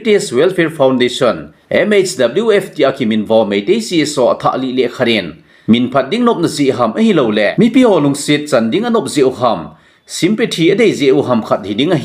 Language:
Thado Chin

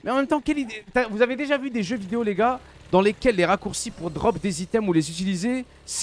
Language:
French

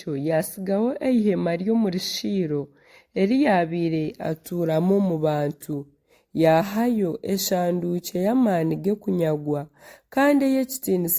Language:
Nyankole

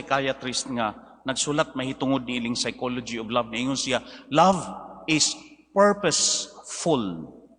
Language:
Cebuano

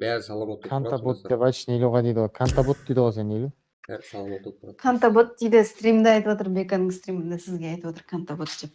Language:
Kara-Kalpak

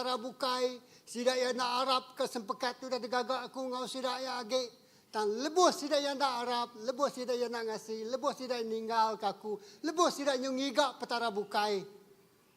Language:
Iban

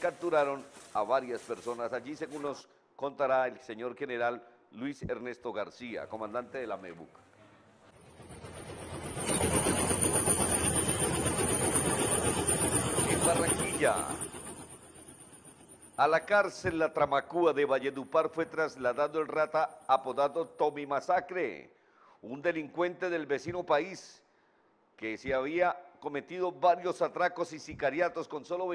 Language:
Spanish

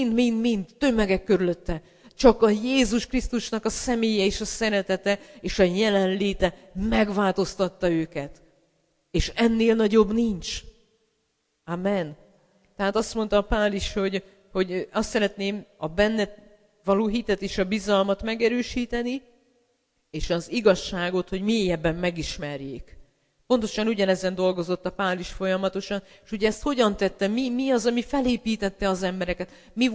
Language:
Hungarian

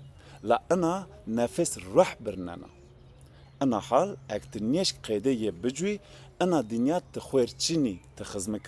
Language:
Zaza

